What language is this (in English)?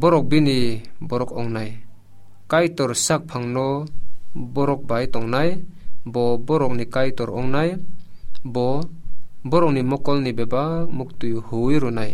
Kok Borok